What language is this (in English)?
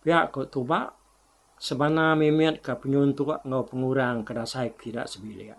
Iban